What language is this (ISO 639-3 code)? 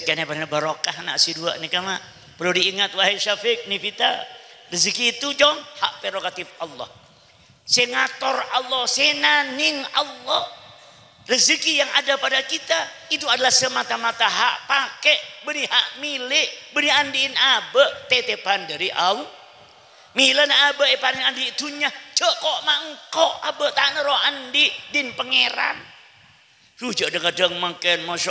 mad